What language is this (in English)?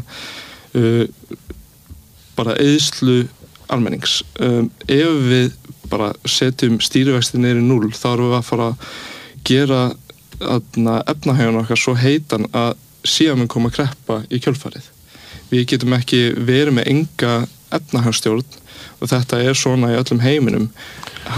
Icelandic